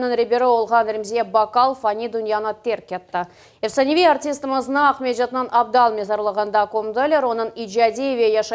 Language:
Crimean Tatar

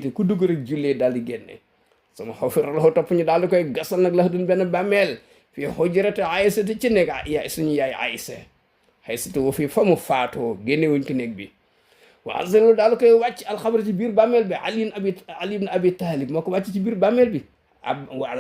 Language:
Wolof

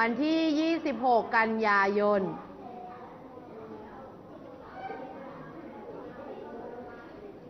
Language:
Thai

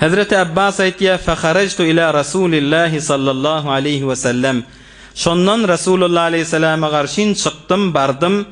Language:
Turkmen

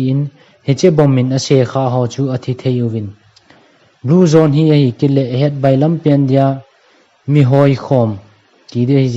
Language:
Thado Chin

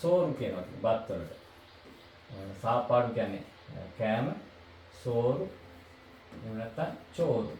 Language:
Sinhala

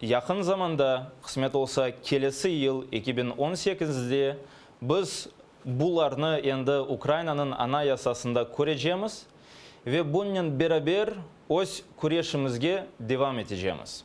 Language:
Crimean Tatar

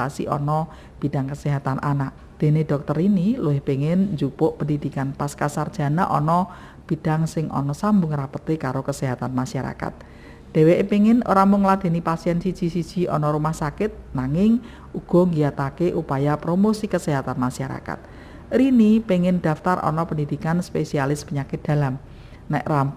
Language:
Javanese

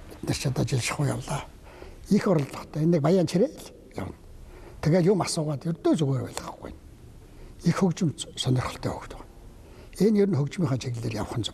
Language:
Mongolian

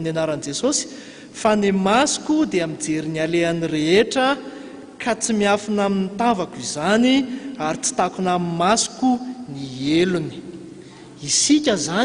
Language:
Malagasy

